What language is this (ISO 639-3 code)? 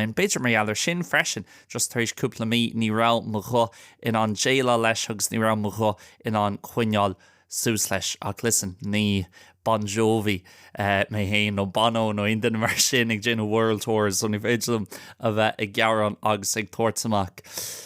gle